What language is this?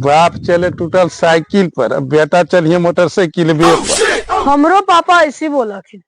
Magahi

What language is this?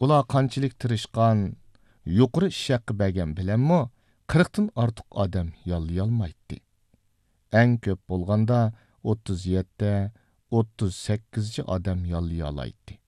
Uyghur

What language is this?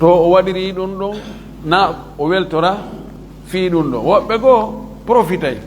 Fula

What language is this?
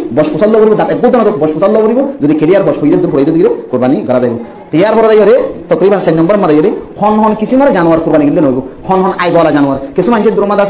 Rohingya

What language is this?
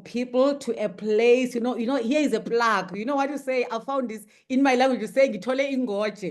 English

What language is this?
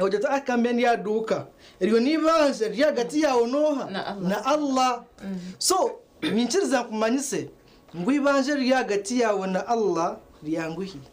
Nyankole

